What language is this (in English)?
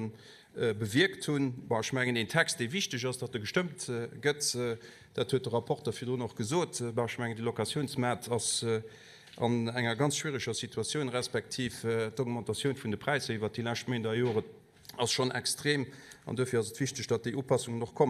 Luxembourgish